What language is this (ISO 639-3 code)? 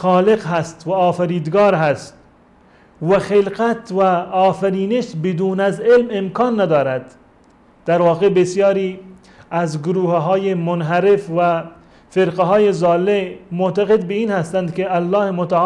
fas